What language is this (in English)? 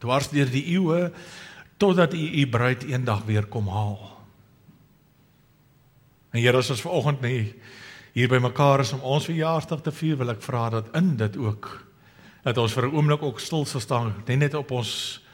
Afrikaans